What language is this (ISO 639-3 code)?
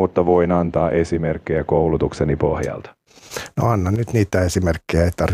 fin